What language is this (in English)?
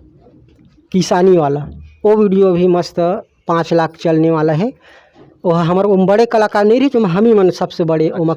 Chhattisgarhi